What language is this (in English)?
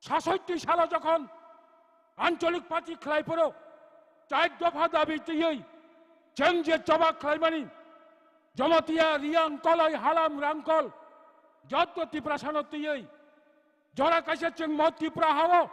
Kok Borok